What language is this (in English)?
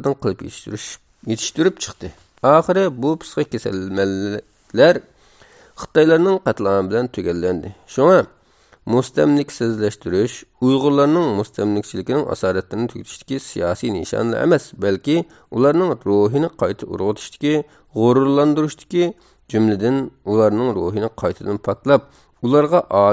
Uyghur